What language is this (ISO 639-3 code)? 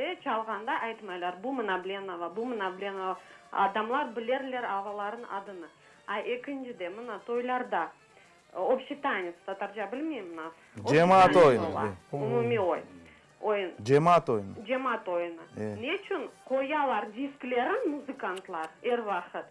crh